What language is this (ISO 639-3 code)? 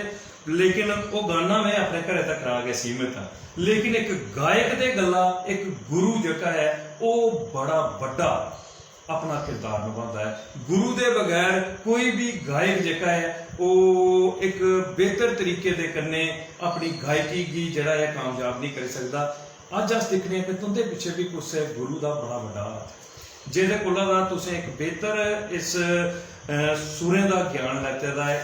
doi